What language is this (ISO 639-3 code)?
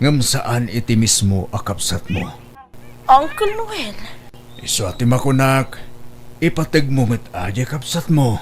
ilo